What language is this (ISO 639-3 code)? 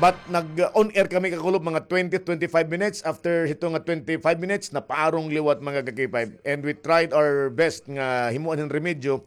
war